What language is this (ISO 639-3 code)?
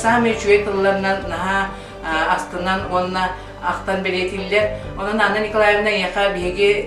sah